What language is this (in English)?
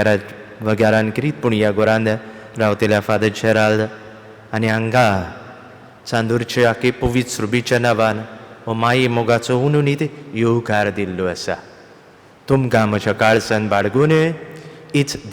Konkani